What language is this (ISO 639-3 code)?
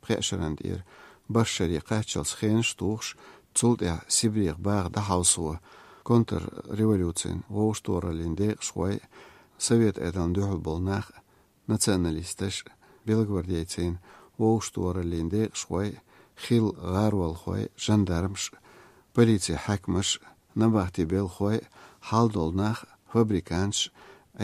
che